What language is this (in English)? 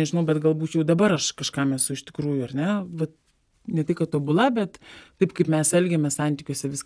Lithuanian